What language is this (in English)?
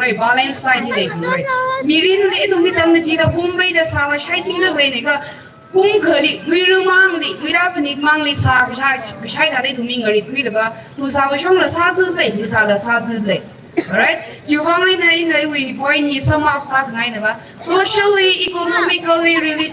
Tangkhul Naga (India)